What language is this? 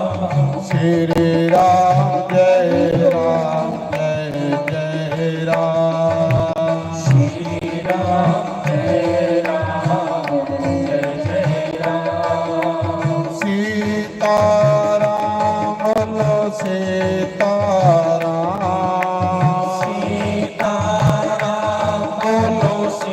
Dogri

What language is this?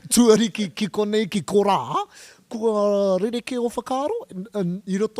Māori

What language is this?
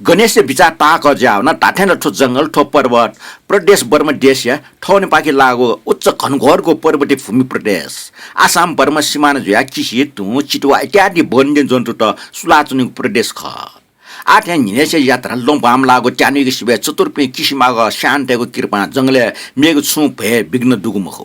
Newari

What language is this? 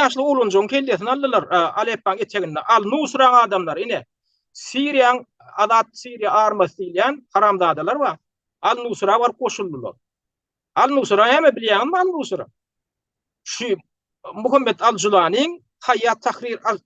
Turkmen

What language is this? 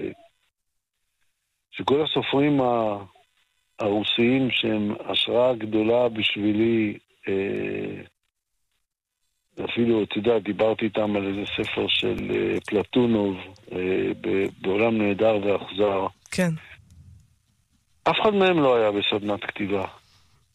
Hebrew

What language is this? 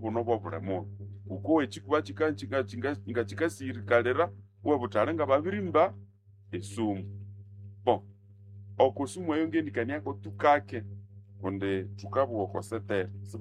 Nande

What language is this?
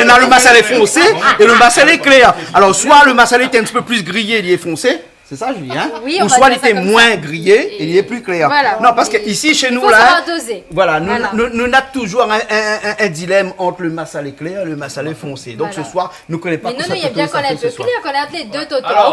Réunion Creole French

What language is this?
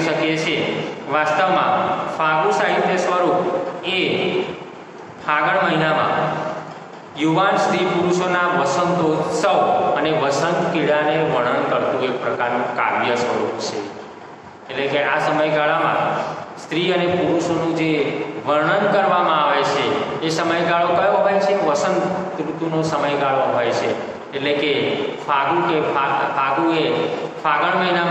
Gujarati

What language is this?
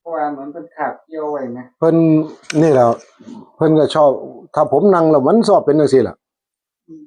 Northeastern Thai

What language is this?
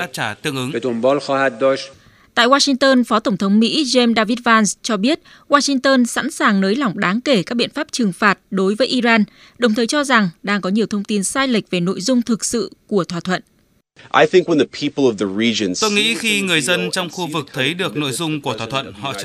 Vietnamese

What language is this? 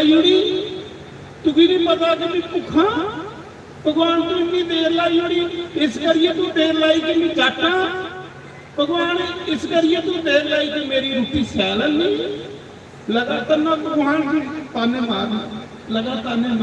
Dogri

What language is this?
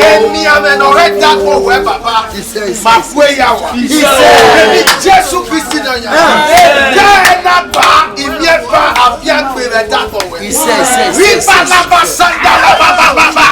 Bini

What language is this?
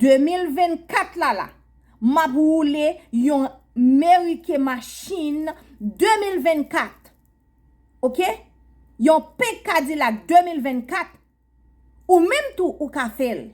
Haitian Creole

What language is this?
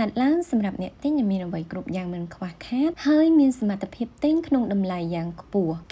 Khmer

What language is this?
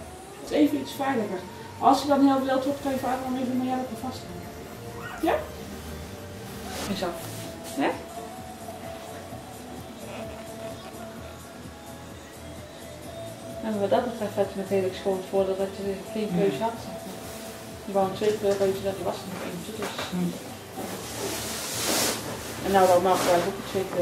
Dutch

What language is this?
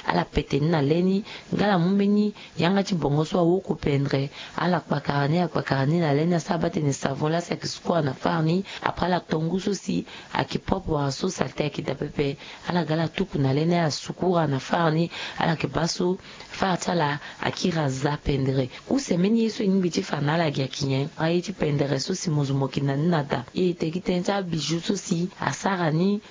Sango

